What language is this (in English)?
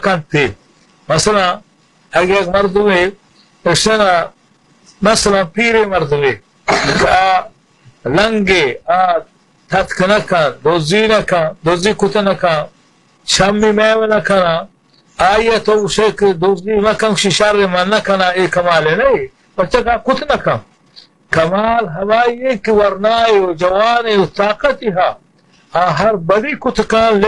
Baluchi